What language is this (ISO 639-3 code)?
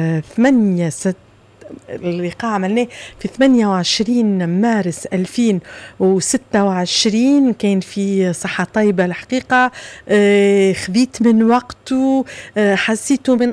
aeb